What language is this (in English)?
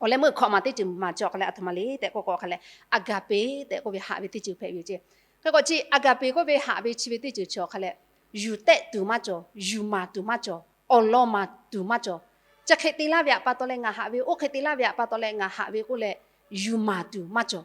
Lahu